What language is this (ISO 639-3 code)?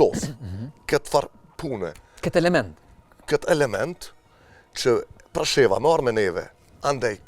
sqi